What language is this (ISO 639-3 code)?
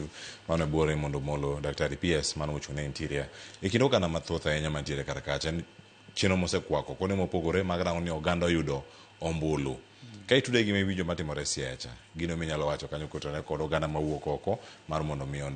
luo